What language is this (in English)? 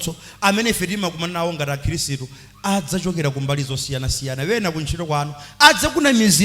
Nyanja